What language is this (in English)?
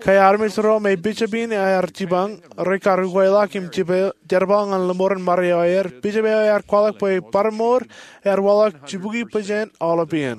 Marshallese